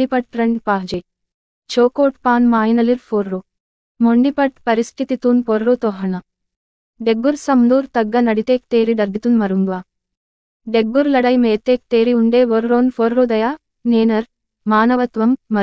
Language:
Gondi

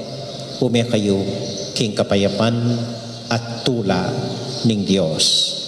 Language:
Pampanga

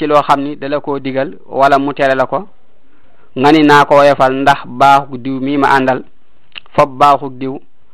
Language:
Wolof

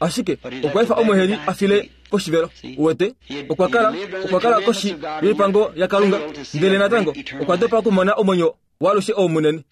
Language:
Kuanyama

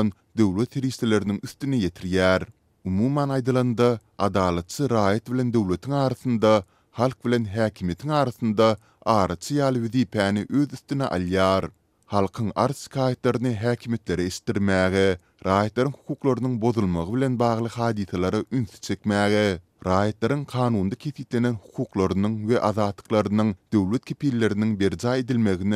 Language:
Turkmen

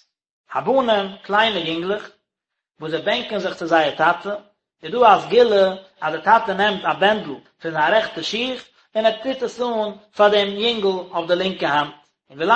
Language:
Yiddish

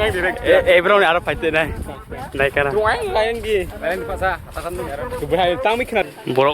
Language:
Kok Borok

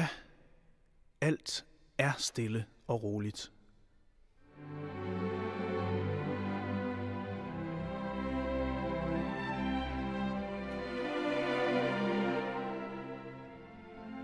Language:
Danish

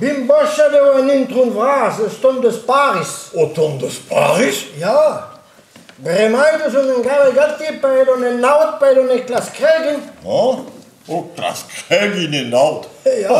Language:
Breton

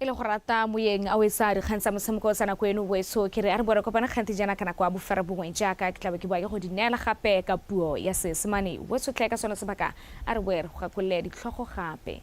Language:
Tswana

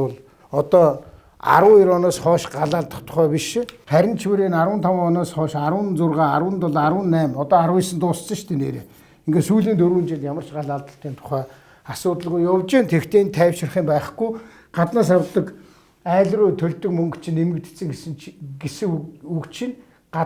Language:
Mongolian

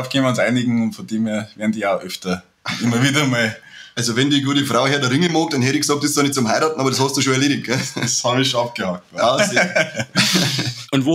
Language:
Bavarian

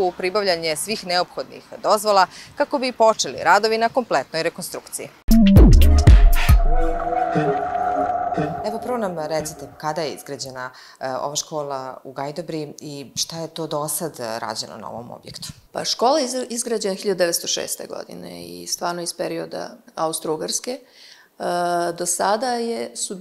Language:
Serbian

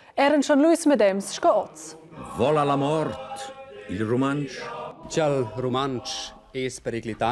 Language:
Romansh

